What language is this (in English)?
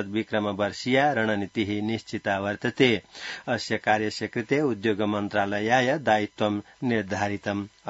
Sanskrit